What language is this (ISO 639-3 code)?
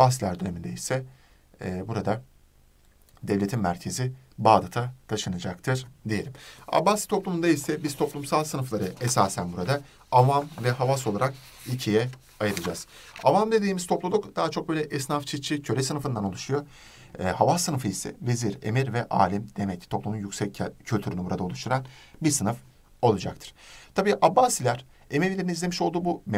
tur